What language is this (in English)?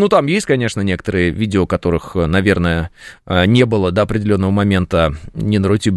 Russian